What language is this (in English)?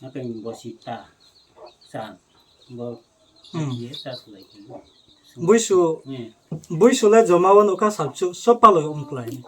Riang (India)